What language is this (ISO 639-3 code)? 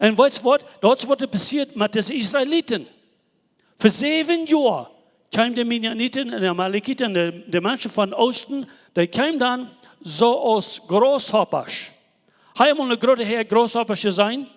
pdt